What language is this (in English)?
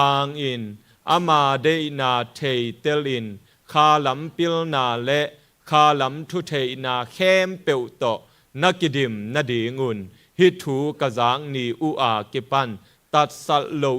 Tedim Chin